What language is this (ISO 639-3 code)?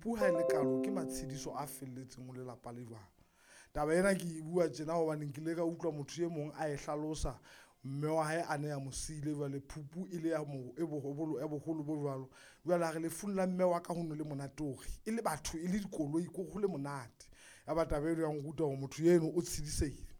sot